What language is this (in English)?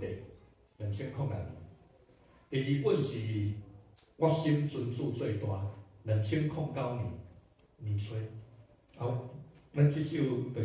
Min Nan Chinese